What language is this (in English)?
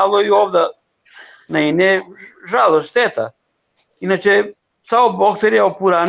Balkan Romani